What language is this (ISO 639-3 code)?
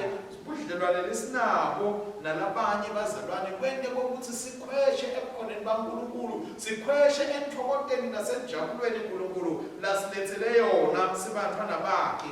ssw